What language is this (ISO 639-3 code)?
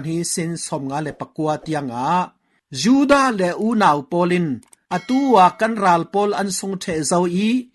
cfm